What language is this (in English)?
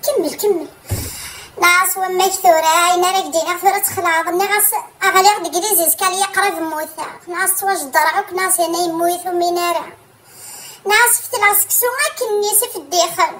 Kabyle